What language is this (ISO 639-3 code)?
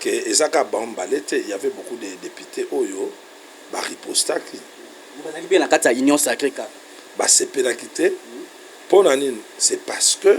lin